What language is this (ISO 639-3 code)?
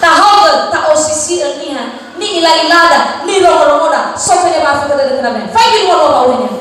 nia